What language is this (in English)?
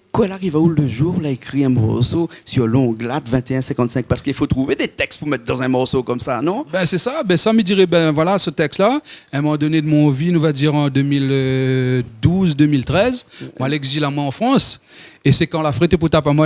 Réunion Creole French